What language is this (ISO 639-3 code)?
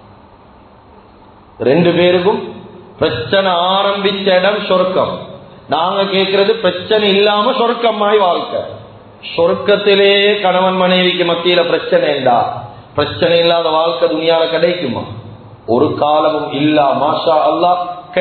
tam